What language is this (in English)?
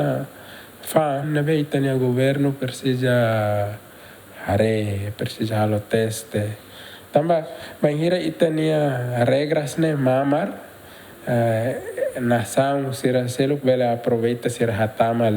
Tetum